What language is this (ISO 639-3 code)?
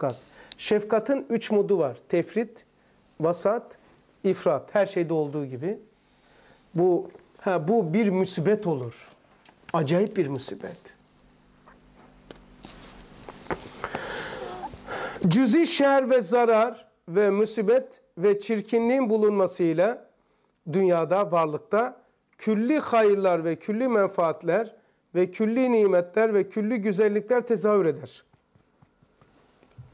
tur